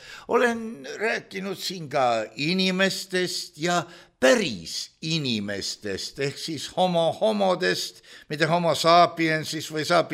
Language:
Estonian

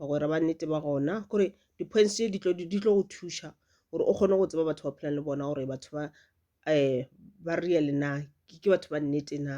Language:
Northern Sotho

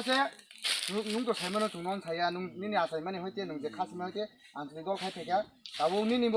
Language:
Kok Borok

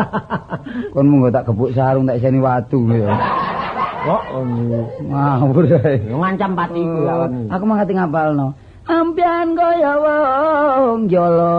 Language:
Javanese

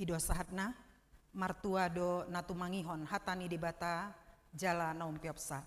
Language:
Batak Toba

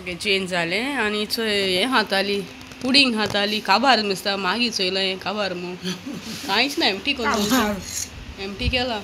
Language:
Konkani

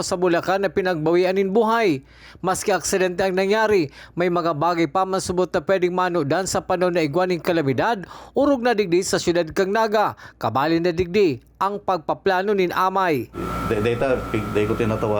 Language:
Bikol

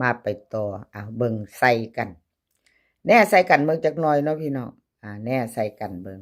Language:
Northeastern Thai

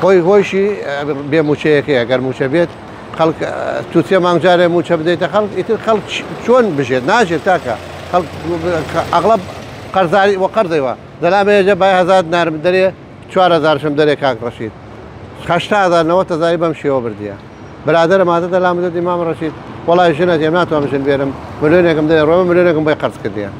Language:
Central Kurdish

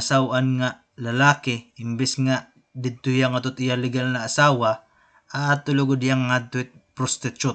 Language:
Waray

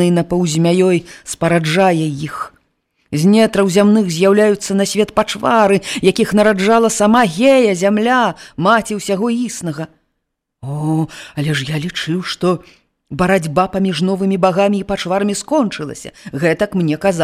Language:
Belarusian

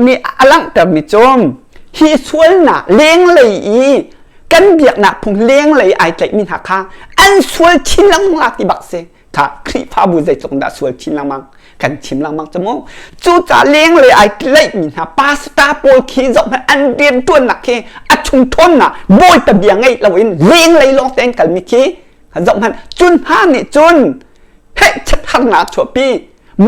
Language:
Hakha Chin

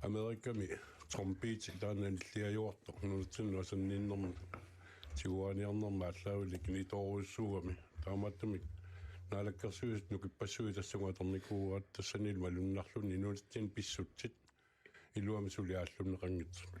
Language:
Kalaallisut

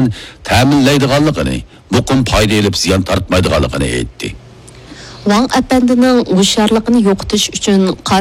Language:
Uyghur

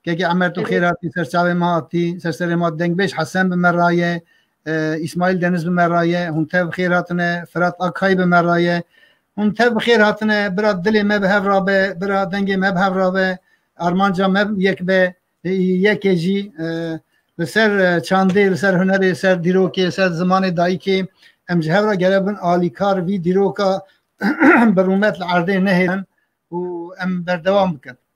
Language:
Kurdish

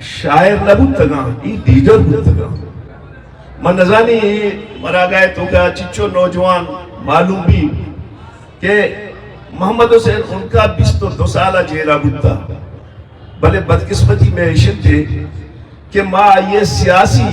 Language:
Eastern Balochi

